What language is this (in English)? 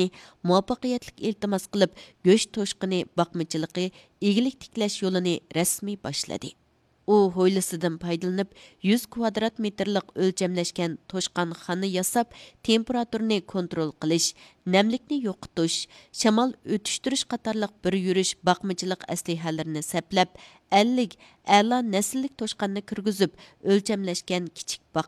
Uyghur